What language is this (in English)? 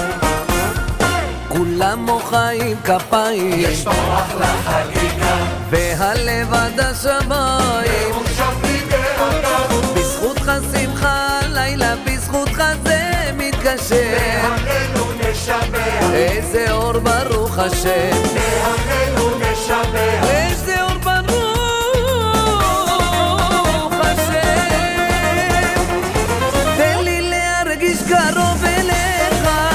Hebrew